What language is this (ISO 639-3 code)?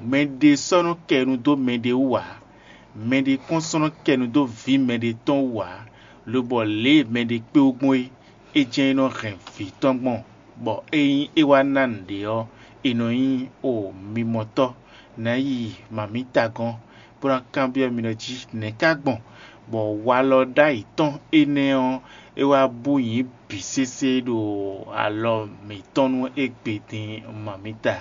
fon